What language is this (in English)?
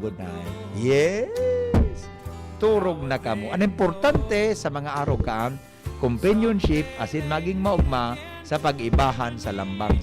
Bikol